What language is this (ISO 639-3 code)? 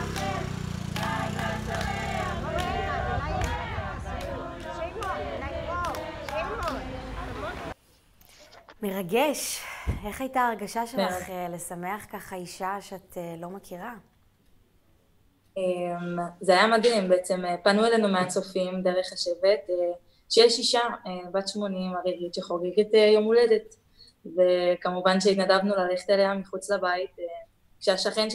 heb